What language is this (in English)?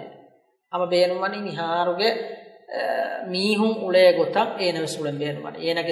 Divehi